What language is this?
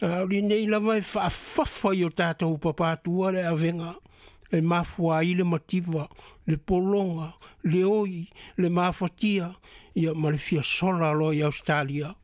Samoan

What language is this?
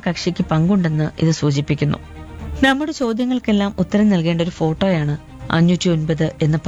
Malayalam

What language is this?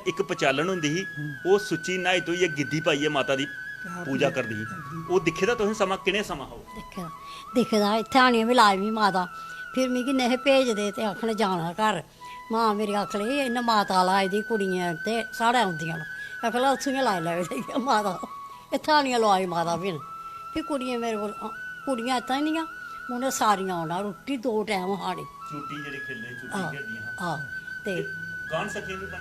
Dogri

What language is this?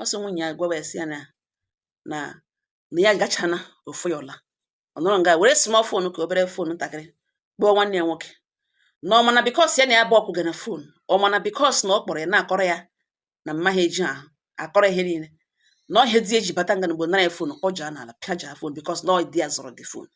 Igbo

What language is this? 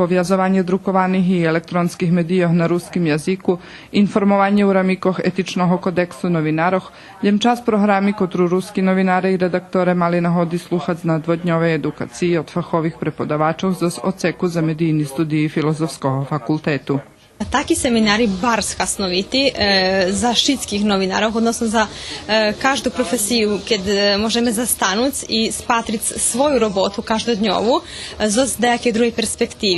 Rusyn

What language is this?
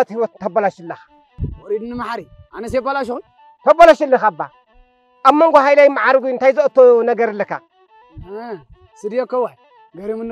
Tigrinya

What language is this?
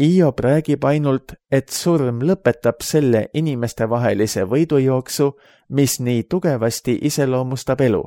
Estonian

